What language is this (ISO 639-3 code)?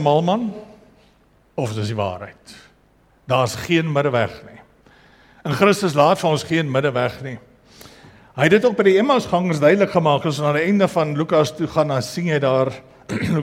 afr